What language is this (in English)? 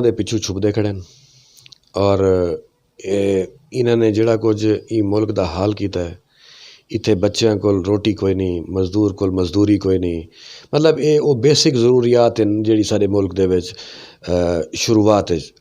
Western Panjabi